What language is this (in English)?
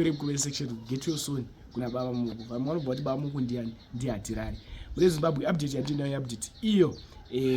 Shona